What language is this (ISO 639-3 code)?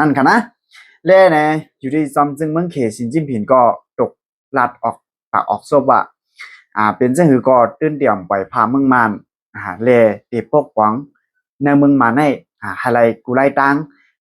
shn